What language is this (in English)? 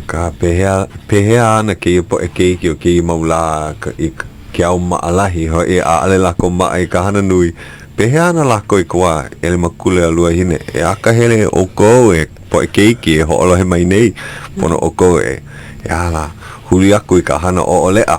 Hawaiian